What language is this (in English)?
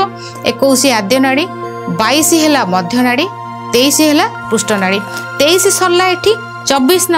Odia